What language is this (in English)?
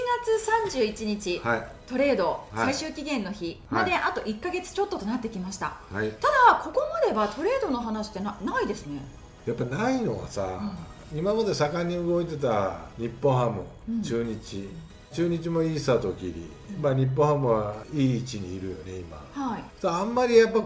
Japanese